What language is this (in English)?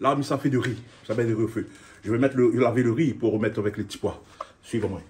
Réunion Creole French